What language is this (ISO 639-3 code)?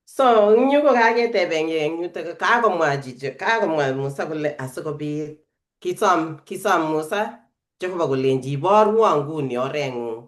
kln